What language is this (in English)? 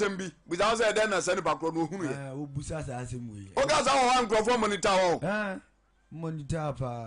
Akan